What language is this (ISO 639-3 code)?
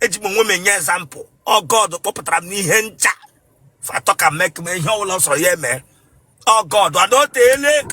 ibo